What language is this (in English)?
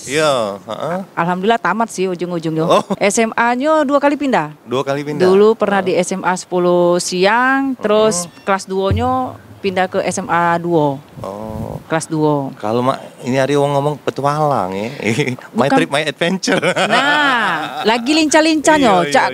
Musi